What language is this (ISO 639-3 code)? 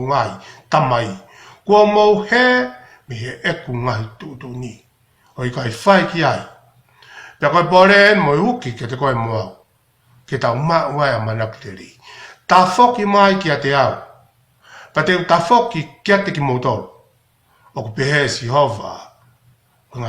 ton